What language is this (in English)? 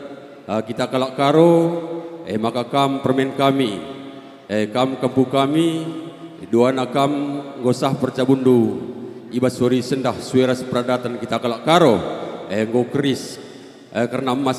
Batak Karo